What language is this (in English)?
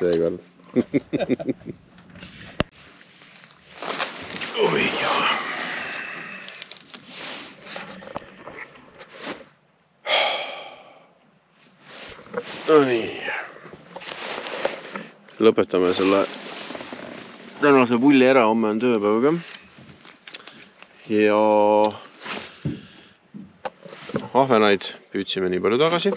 Estonian